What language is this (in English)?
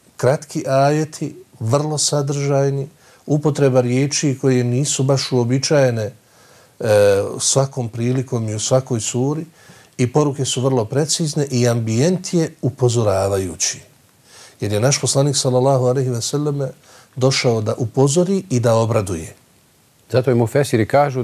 Bosnian